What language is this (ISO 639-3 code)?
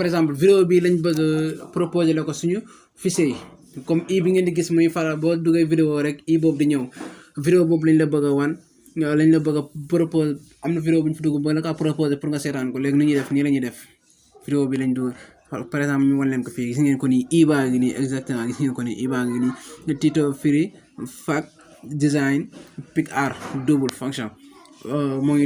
wol